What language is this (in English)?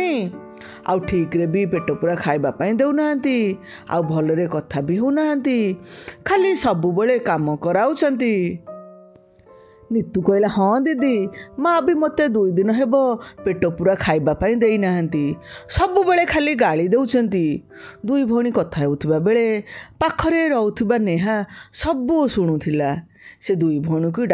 Odia